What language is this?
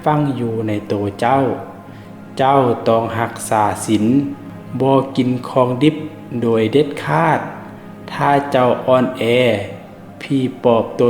Lao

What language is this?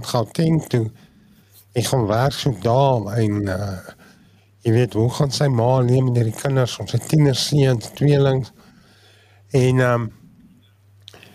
Afrikaans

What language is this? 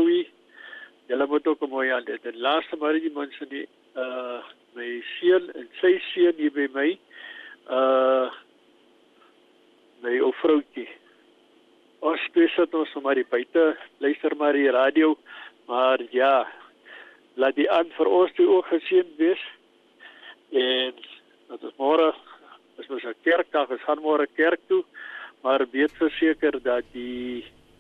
Afrikaans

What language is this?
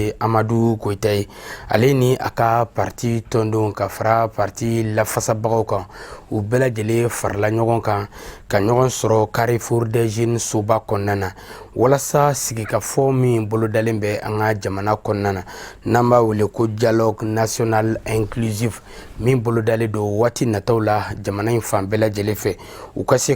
Bambara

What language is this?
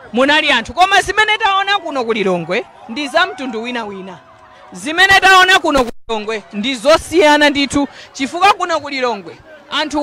Nyanja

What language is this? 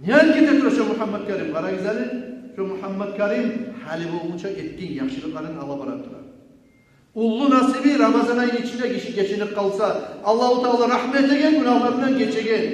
Kumyk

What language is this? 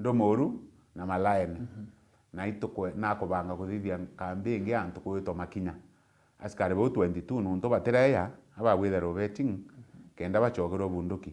Meru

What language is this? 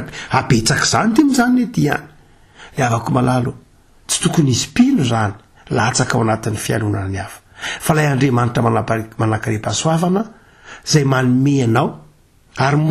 Malagasy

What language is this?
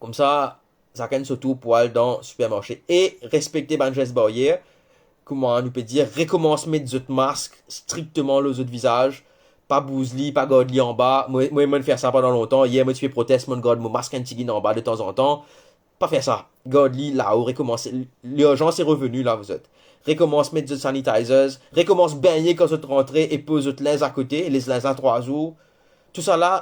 Morisyen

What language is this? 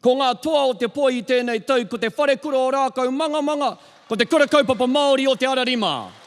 Māori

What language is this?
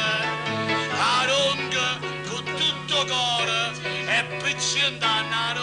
Neapolitan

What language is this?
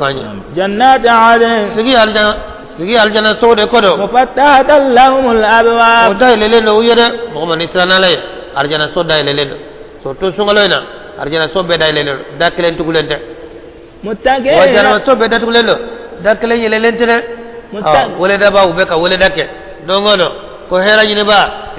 Bambara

